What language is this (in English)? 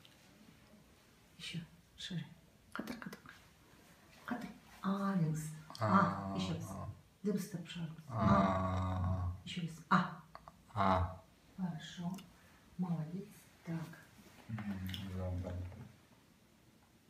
Kazakh